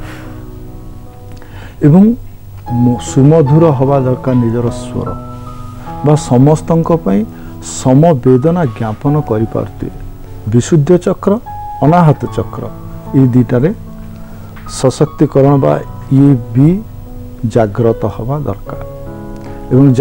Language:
Odia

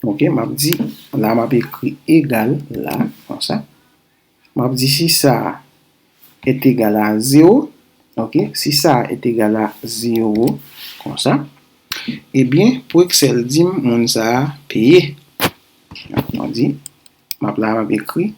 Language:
Haitian Creole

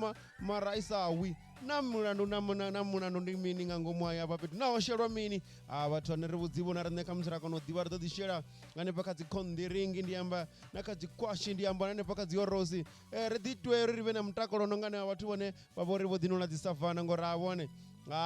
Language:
Venda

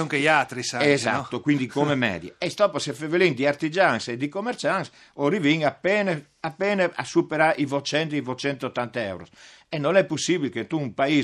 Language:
Friulian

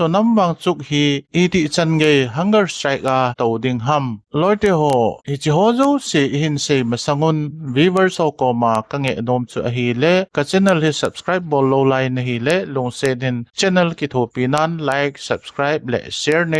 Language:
Thado Chin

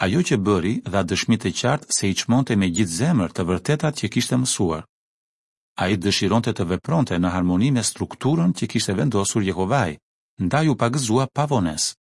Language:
Albanian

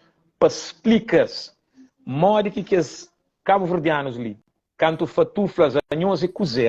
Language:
Kabuverdianu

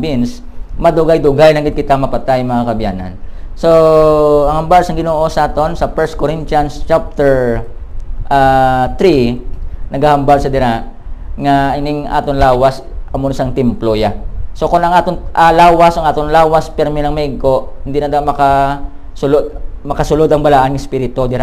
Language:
Hiligaynon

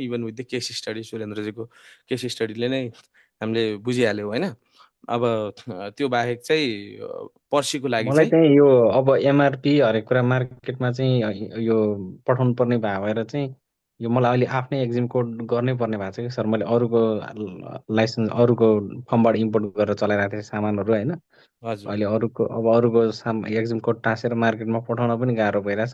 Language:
Nepali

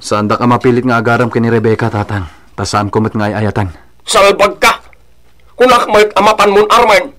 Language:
Iloko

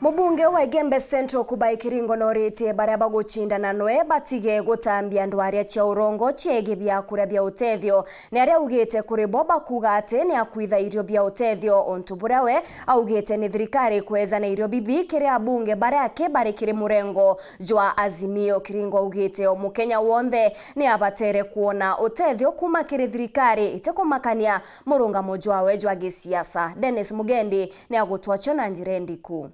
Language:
Meru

